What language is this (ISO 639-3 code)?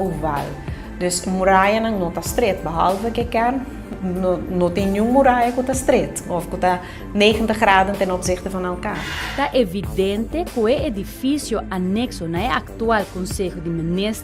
pap